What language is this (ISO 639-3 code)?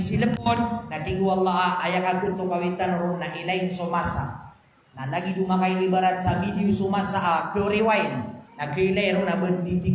mrw